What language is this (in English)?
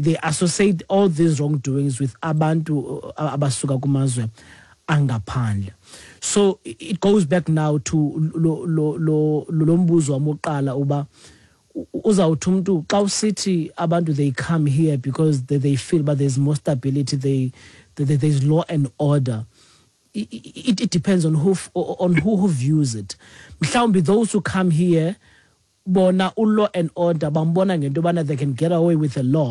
Xhosa